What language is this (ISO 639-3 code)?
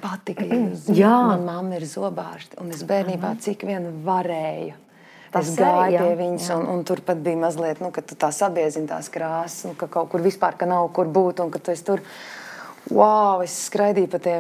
lav